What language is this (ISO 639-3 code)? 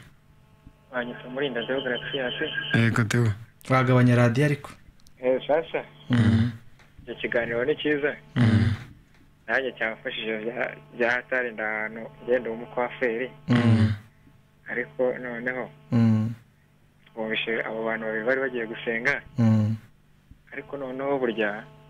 kin